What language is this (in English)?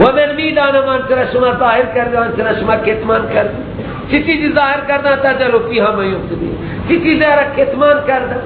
Persian